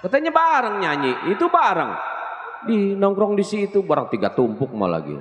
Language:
Betawi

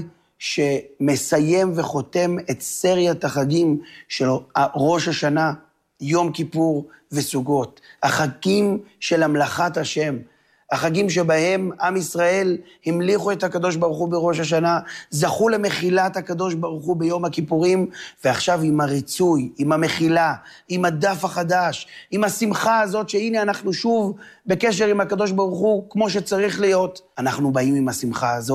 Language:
Hebrew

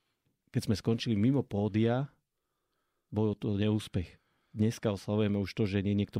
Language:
Slovak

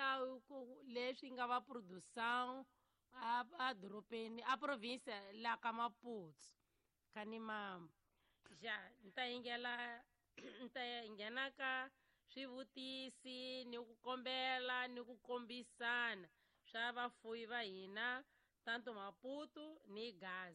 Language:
Tsonga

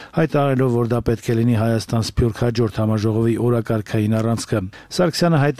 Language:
Armenian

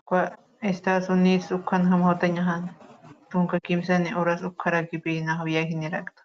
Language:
Aymara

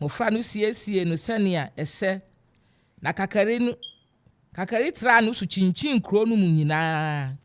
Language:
Akan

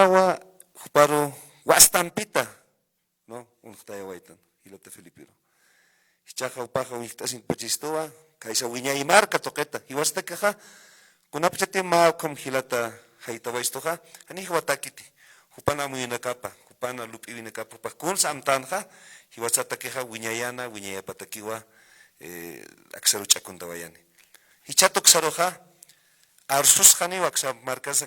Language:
Aymara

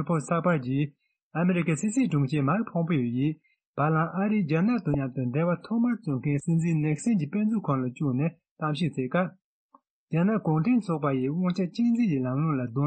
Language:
Tibetan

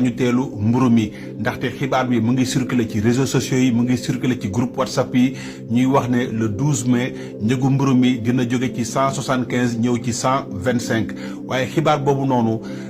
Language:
Wolof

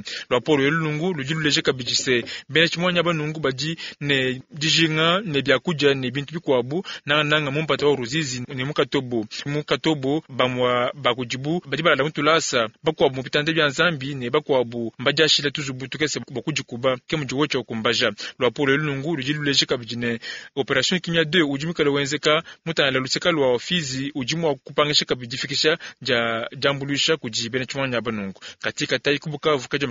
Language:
Luba-Lulua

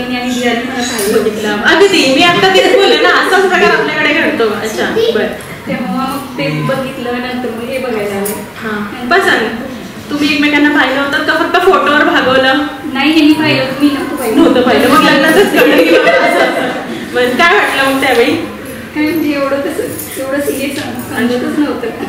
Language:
Marathi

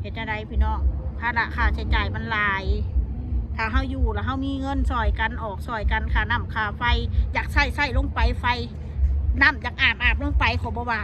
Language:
Northeastern Thai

